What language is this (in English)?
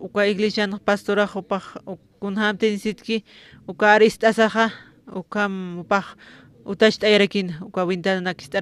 Aymara